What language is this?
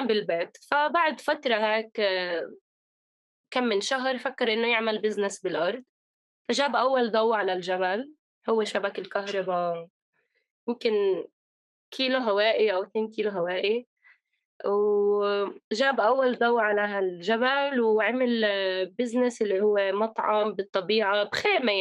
North Levantine Arabic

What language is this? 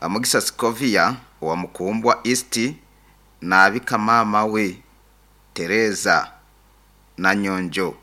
Nyoro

